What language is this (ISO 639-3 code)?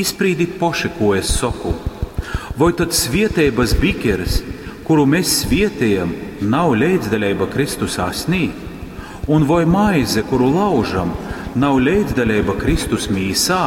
ltg